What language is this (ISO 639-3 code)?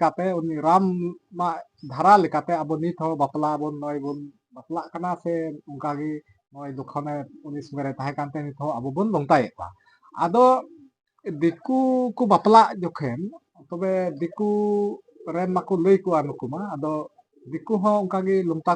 sat